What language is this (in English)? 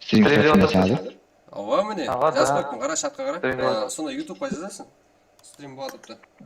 Kara-Kalpak